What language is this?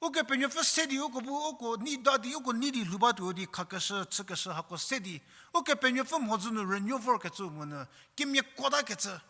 Angami Naga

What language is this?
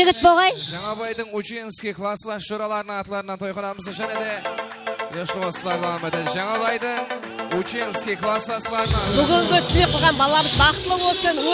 Kara-Kalpak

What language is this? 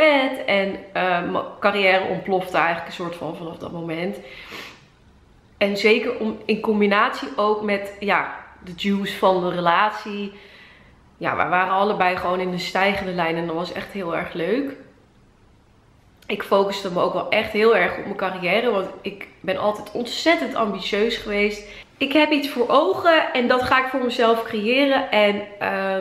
Dutch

